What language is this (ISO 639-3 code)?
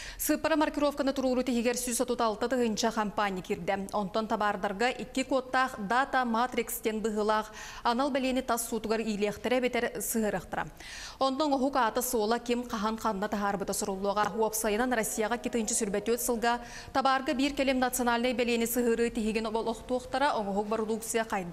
sah